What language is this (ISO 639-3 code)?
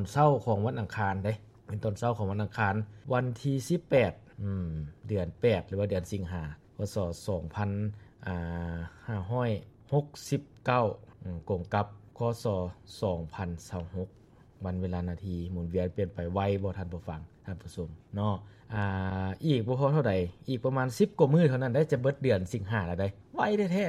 lao